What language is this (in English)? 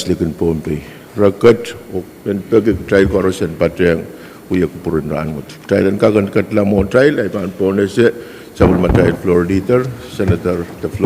Pohnpeian